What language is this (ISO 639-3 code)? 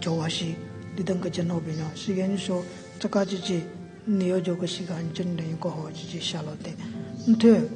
nre